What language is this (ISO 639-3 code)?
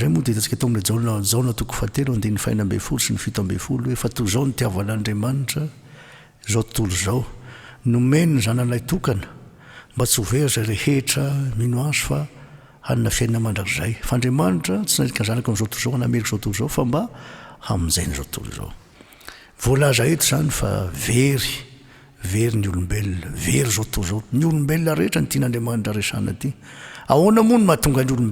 mlg